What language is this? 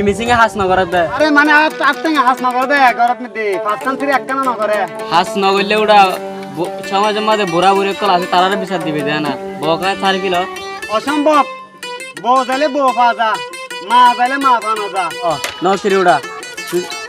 Rohingya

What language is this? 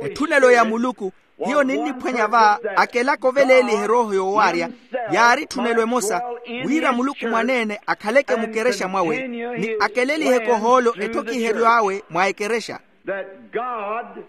Makhuwa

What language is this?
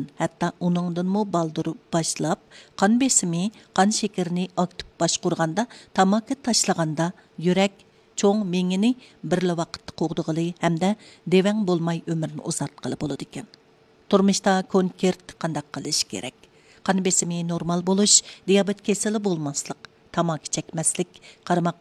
Uyghur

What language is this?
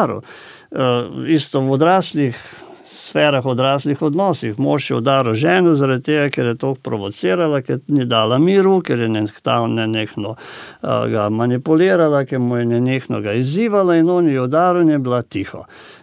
Slovenian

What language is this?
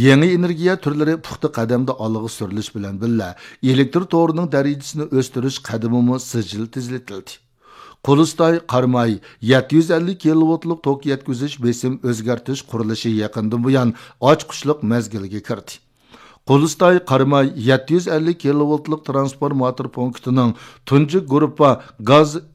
Uyghur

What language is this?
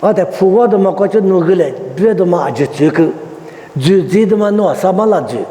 Lisu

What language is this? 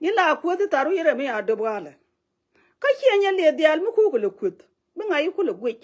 Nuer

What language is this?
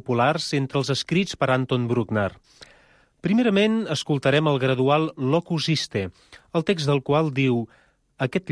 Catalan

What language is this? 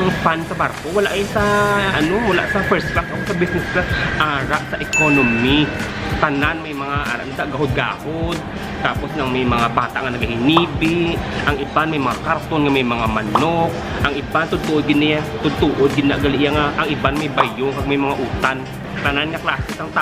Hiligaynon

